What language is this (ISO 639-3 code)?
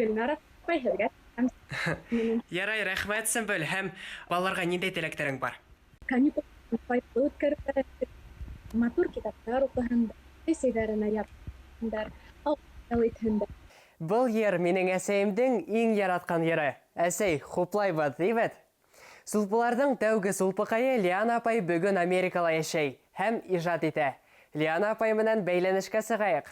bak